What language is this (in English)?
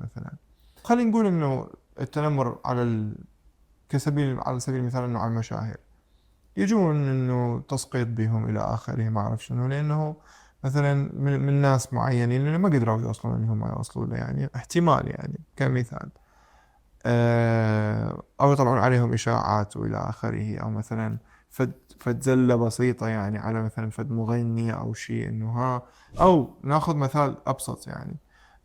Mesopotamian Arabic